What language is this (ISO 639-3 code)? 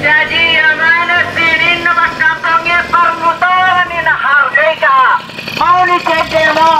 bug